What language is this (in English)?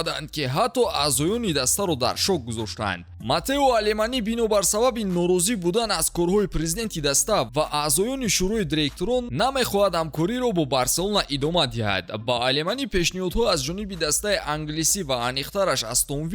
Tajik